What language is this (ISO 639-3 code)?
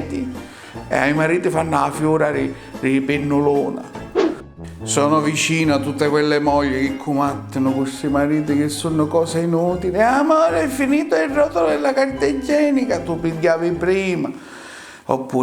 scn